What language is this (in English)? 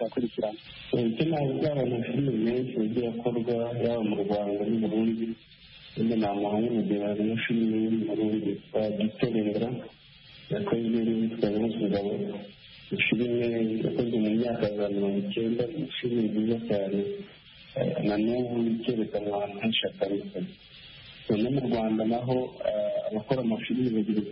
Kinyarwanda